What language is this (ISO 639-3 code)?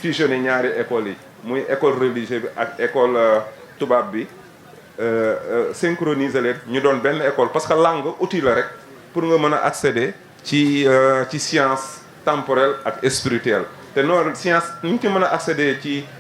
wol